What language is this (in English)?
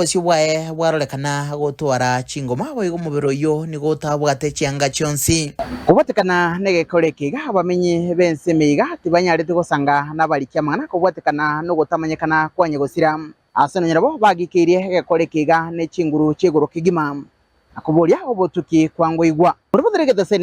Gusii